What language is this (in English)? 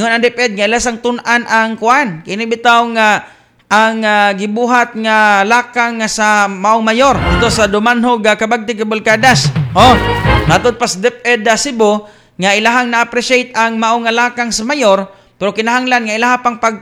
Cebuano